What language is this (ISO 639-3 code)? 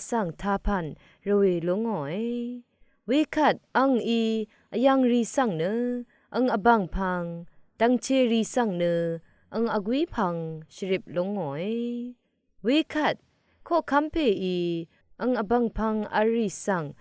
raw